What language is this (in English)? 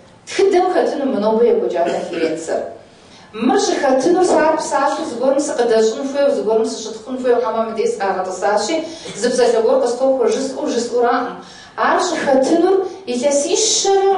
Kabardian